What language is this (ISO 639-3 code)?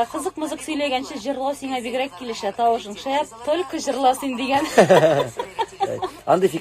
tat